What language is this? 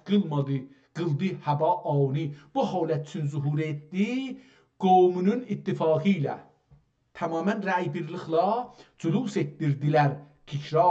South Azerbaijani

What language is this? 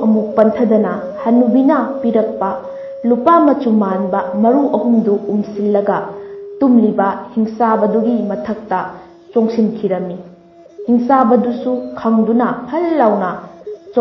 Manipuri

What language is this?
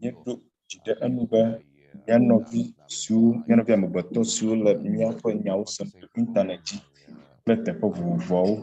Ewe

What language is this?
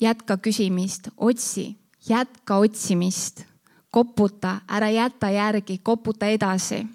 Estonian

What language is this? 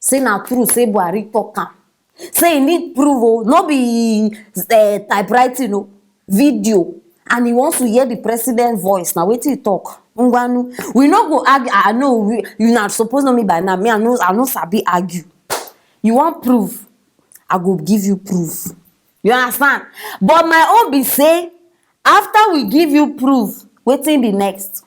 Nigerian Pidgin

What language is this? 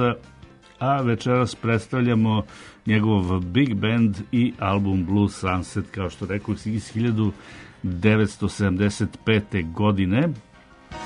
Serbian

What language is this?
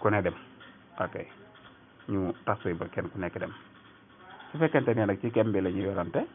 Wolof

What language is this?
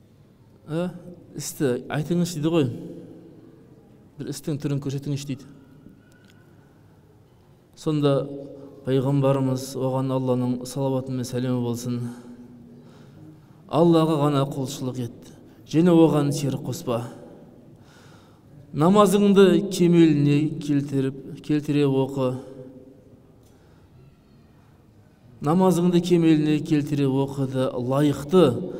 Kazakh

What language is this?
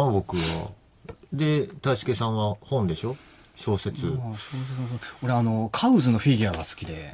Japanese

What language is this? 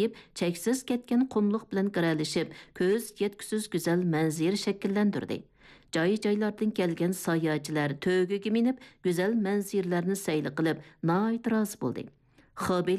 Uyghur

